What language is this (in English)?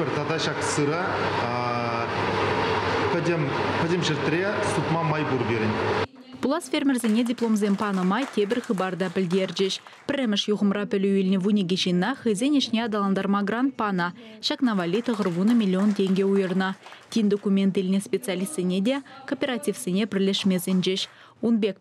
Chuvash